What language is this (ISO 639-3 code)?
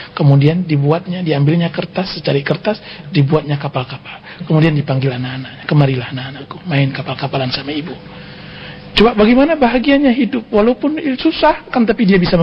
ind